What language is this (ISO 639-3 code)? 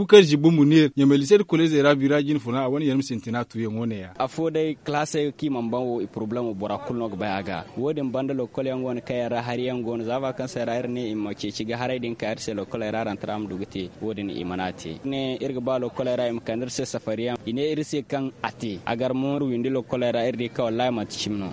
dje